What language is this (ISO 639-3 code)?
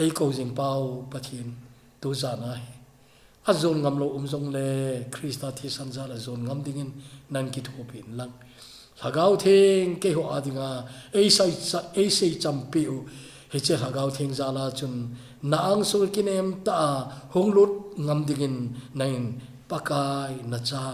tcz